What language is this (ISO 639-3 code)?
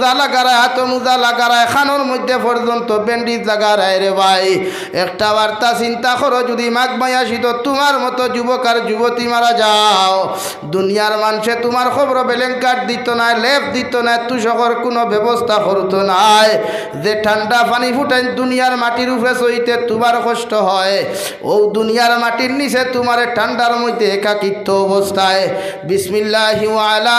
syl